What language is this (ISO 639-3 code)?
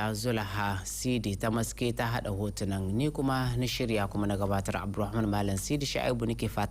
hau